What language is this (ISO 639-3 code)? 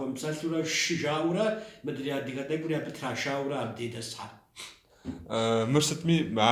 kbd